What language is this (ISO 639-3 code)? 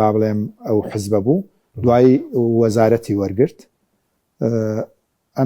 ckb